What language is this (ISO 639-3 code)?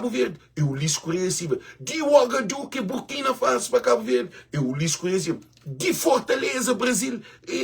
kea